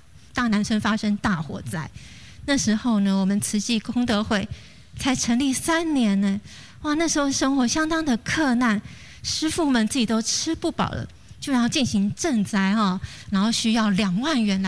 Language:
Chinese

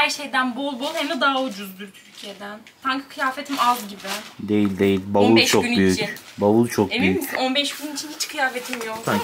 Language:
Turkish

